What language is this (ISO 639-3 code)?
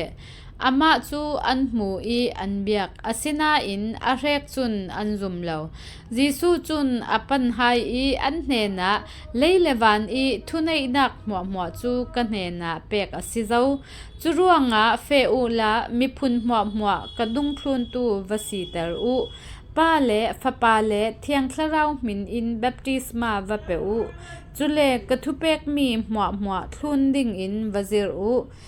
cfm